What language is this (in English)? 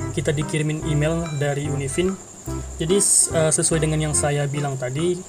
Indonesian